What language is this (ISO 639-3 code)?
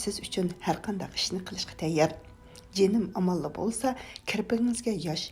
uig